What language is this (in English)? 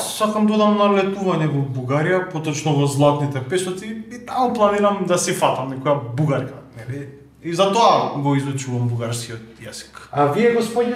Macedonian